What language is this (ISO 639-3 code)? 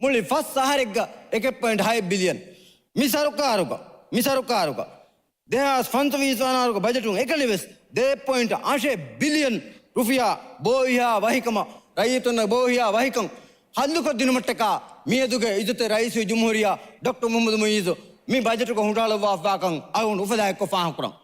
div